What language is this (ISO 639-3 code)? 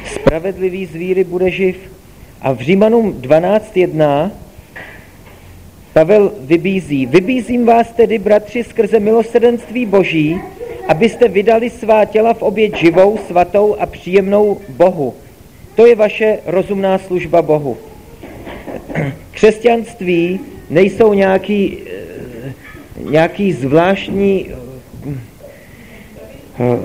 ces